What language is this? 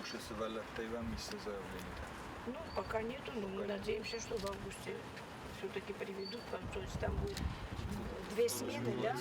Ossetic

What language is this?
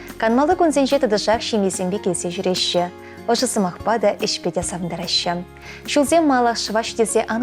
Chuvash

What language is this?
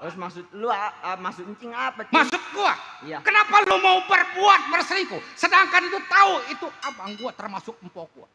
Betawi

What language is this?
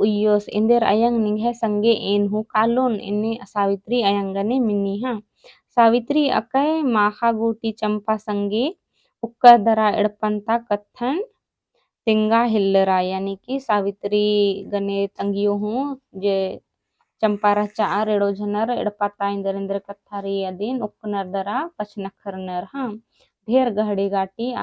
Kurukh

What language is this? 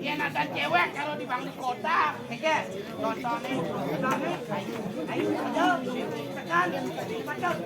Balinese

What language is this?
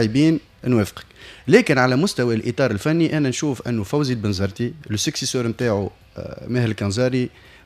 Tunisian Arabic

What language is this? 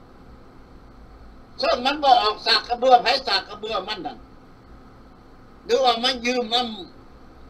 Thai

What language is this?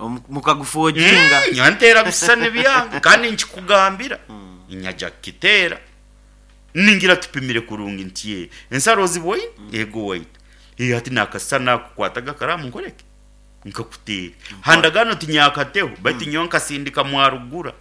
Nyoro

